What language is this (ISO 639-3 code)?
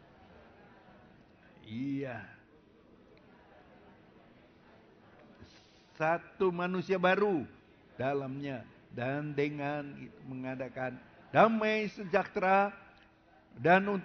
ind